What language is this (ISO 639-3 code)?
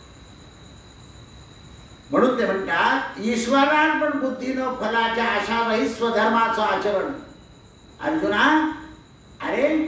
mar